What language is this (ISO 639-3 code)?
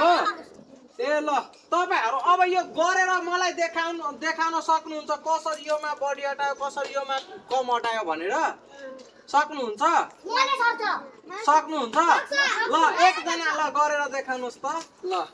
nep